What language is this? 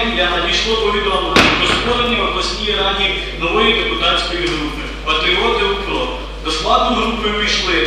Ukrainian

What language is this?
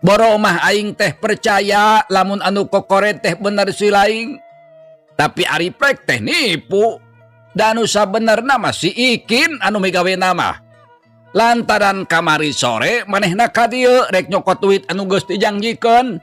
Sundanese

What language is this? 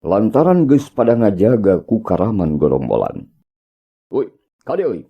Sundanese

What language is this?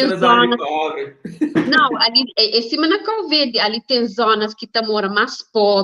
Kabuverdianu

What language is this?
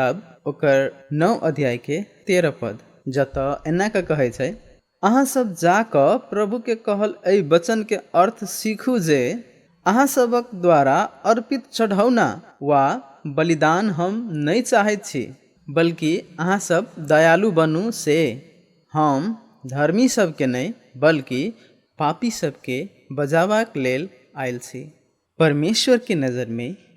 Maithili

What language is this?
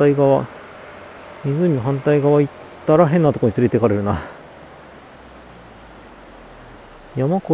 Japanese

